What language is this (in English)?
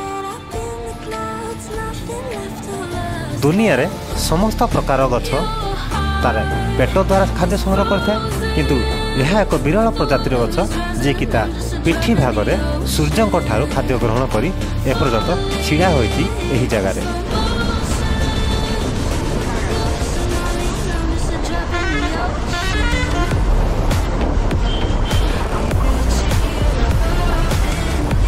Odia